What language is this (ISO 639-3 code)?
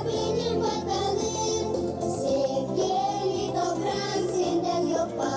gag